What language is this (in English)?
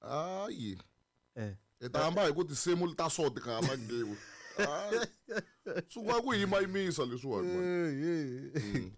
Tsonga